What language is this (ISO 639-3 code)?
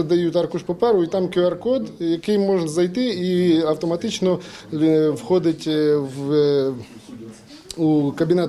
ukr